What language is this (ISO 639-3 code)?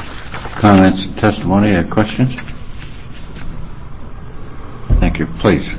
eng